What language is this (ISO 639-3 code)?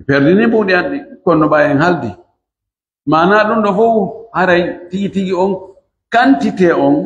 fuf